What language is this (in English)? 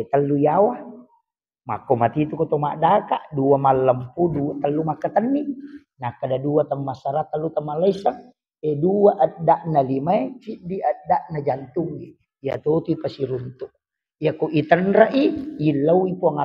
Buginese